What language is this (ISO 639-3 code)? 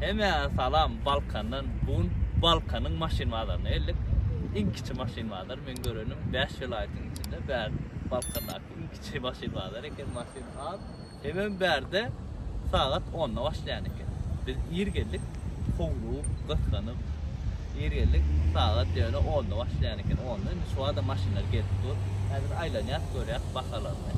tuk